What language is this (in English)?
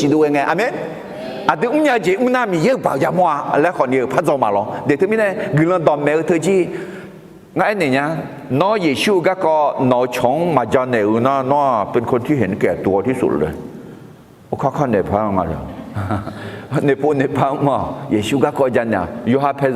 Akha